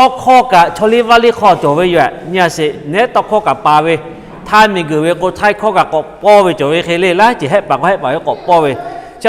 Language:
Lahu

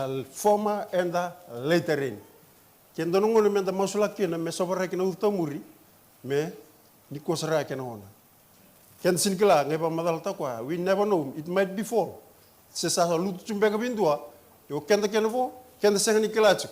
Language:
Fijian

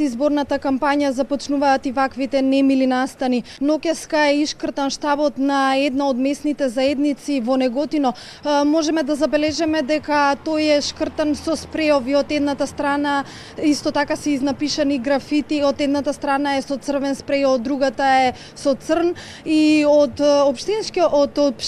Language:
Macedonian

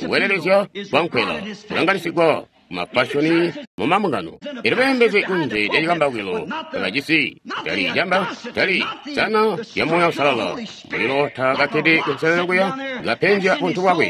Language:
Tonga (Zambia)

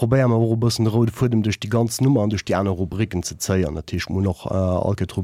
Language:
Luxembourgish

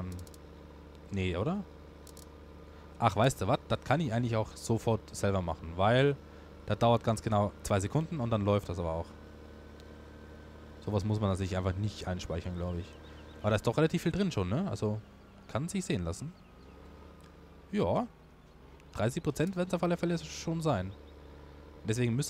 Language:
German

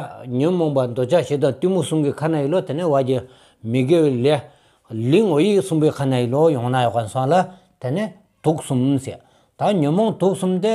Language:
Stod Bhoti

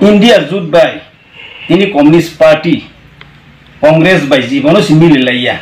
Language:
Kok Borok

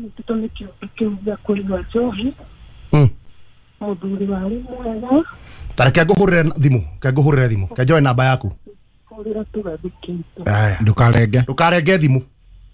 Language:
Kikuyu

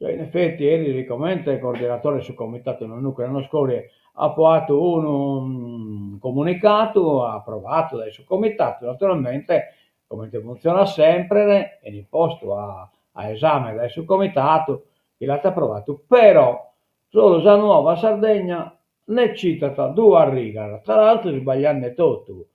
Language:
Sardinian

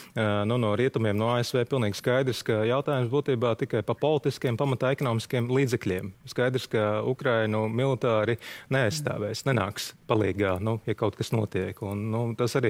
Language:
Latvian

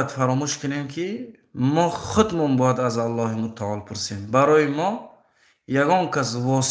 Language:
Tajik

